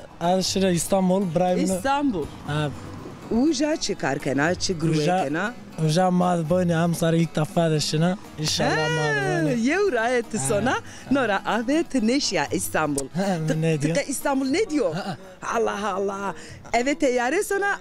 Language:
Zaza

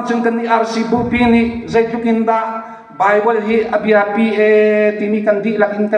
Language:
Hakha Chin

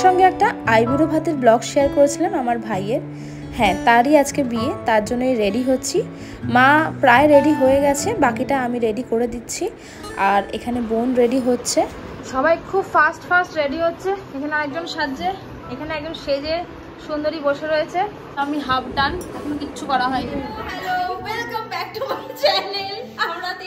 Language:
Bangla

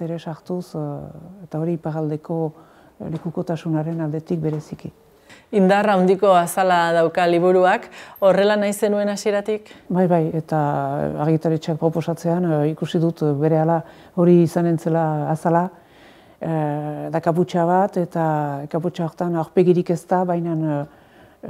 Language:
Basque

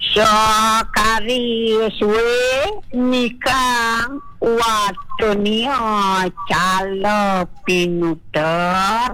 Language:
Balinese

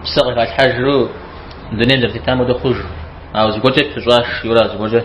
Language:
Kabardian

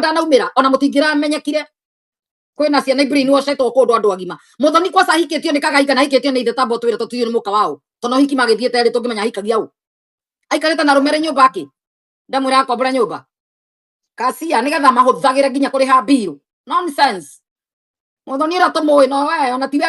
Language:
Kikuyu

